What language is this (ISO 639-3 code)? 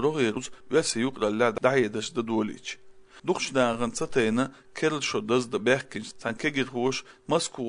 che